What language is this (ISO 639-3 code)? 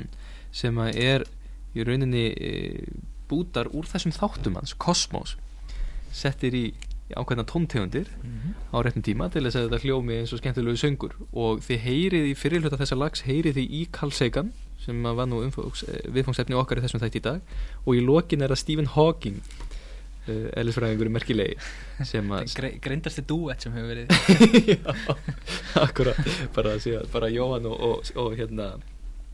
isl